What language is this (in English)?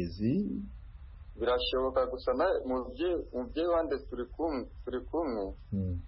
Kinyarwanda